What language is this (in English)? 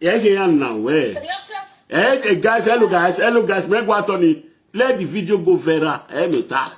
Nigerian Pidgin